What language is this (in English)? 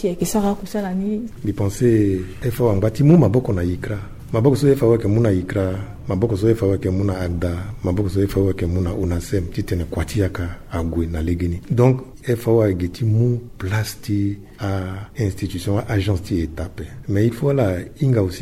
Sango